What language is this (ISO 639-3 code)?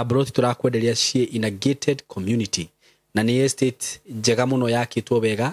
kik